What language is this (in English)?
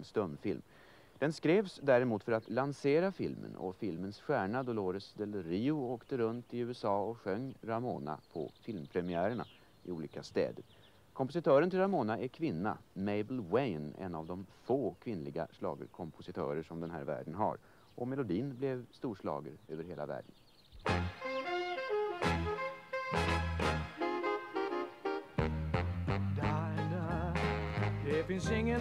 Swedish